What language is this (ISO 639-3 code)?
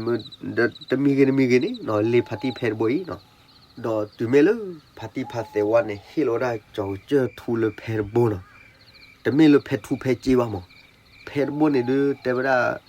ksw